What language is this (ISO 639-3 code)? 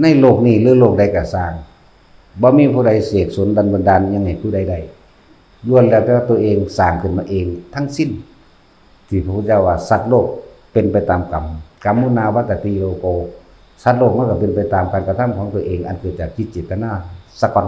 lao